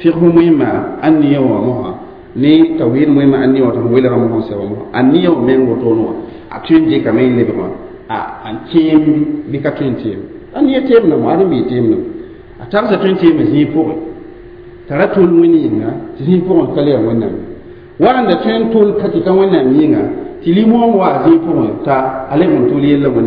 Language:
Mossi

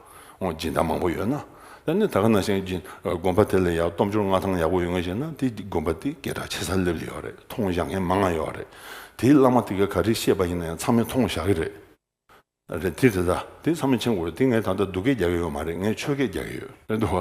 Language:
Tibetan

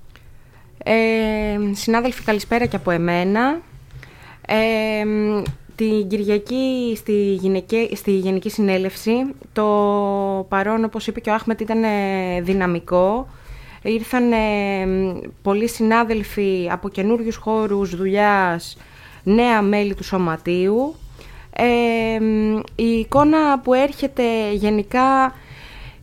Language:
Greek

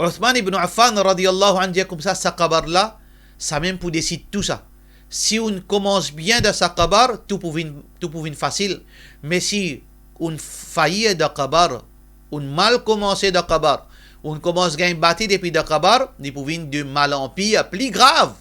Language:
Morisyen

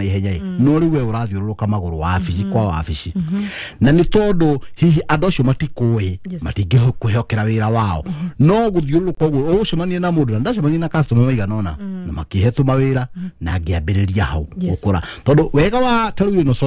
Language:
Kikuyu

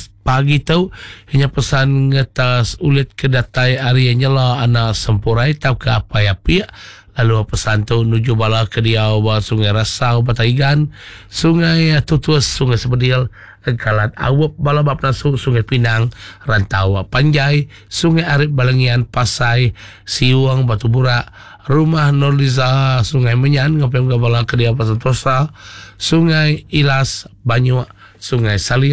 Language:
Iban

